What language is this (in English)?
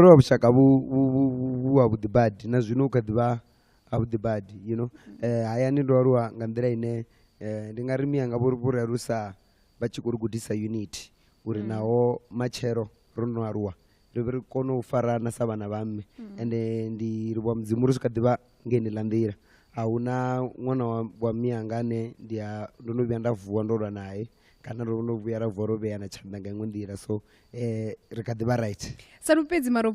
Venda